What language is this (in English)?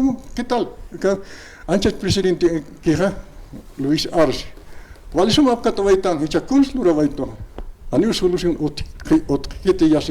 Aymara